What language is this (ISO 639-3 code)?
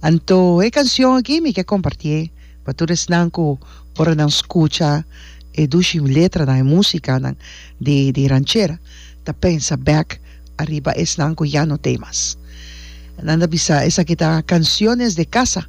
pap